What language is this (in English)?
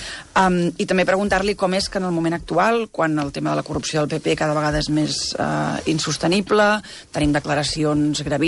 Catalan